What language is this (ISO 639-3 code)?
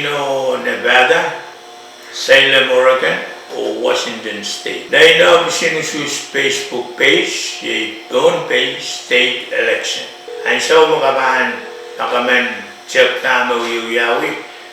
pon